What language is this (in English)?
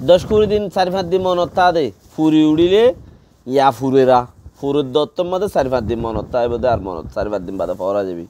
Rohingya